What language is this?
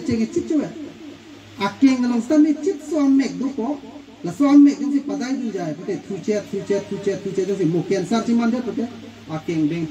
Karbi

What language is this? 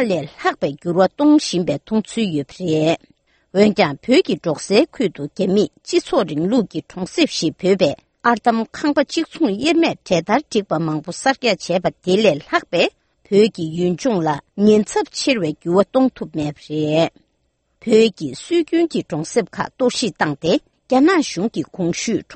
Tibetan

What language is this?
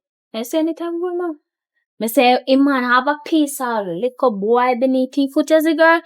Jamaican Creole English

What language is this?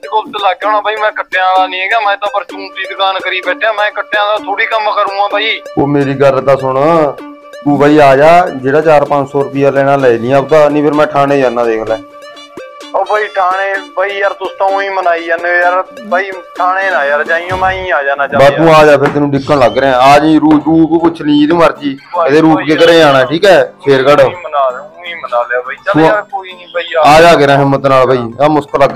Punjabi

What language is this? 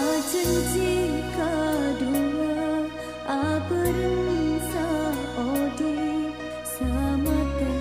Madurese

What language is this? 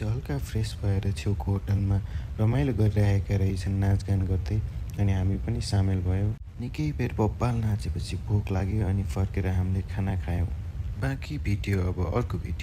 Nepali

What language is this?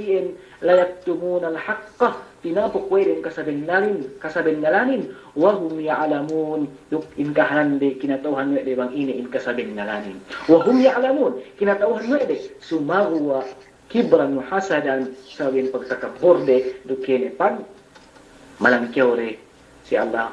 Yakan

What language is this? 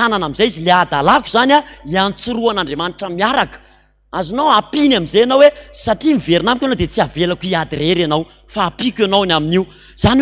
Malagasy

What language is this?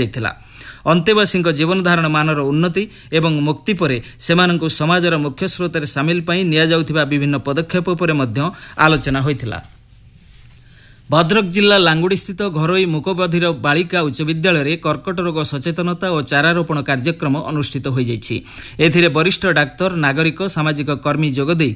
Odia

